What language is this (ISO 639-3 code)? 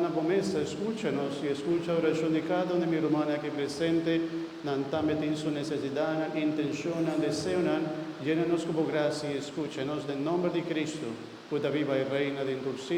pap